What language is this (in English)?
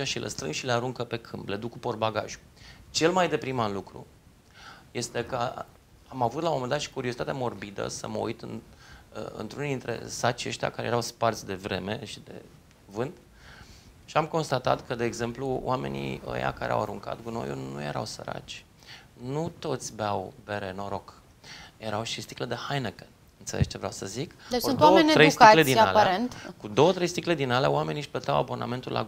Romanian